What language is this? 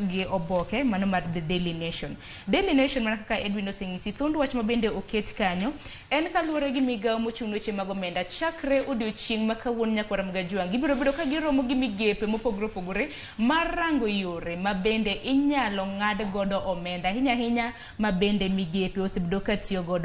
Luo (Kenya and Tanzania)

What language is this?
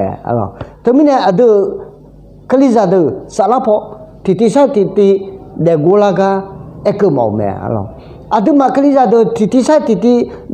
Akha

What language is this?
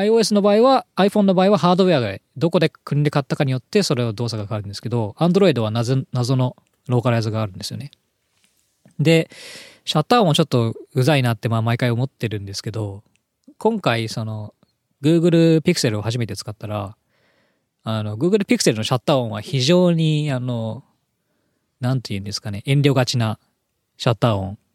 Japanese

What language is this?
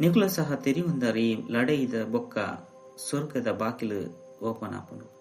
Tulu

